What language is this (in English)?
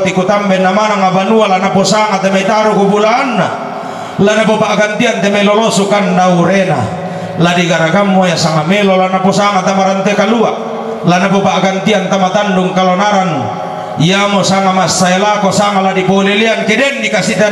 Toraja-Sa'dan